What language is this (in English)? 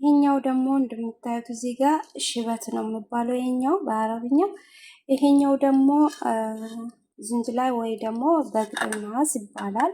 Amharic